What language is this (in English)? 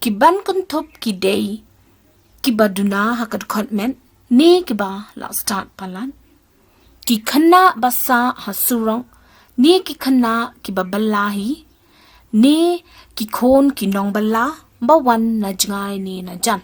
Khasi